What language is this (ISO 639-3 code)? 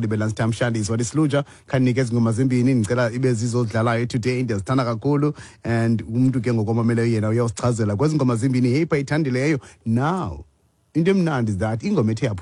xho